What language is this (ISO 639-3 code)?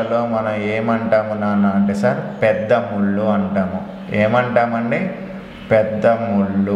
tel